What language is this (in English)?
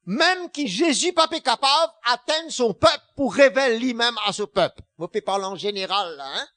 Morisyen